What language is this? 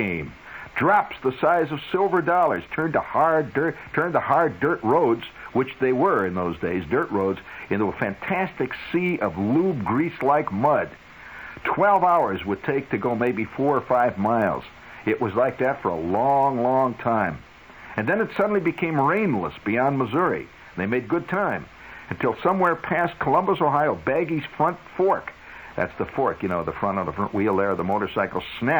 English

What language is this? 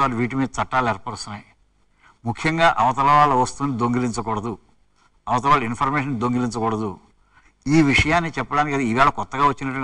Telugu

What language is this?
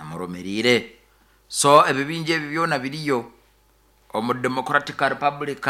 Nyoro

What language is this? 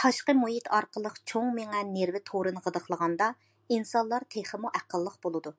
Uyghur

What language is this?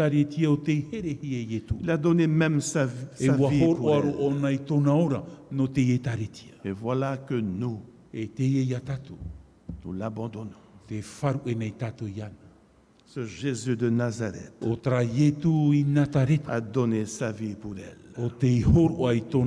Tahitian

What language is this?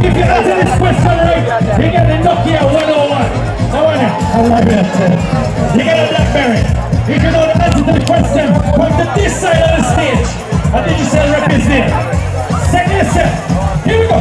Jamaican Creole English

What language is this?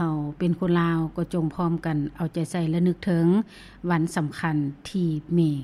Lao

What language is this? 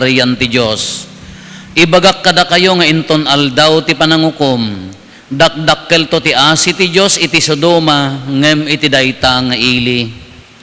Iloko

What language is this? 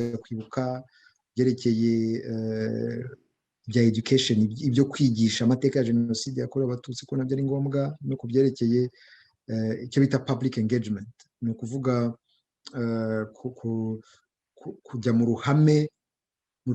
Kinyarwanda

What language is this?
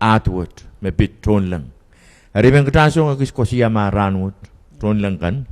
Pohnpeian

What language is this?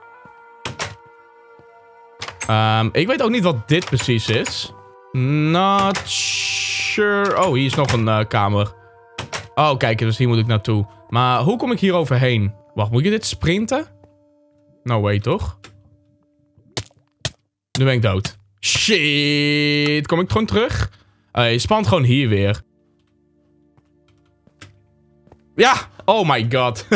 Dutch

